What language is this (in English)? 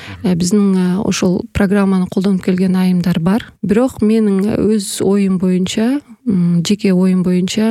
Kyrgyz